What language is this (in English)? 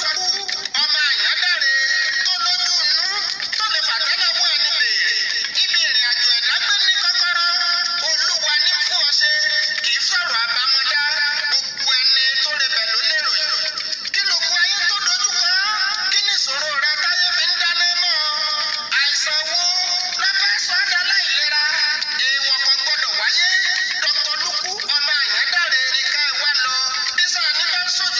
Yoruba